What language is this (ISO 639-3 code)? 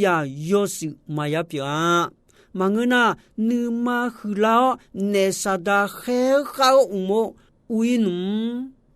ahk